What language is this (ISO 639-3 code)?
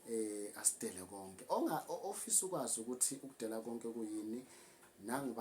zul